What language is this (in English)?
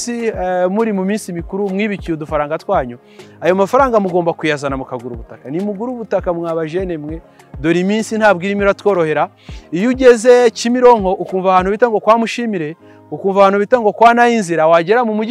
Kinyarwanda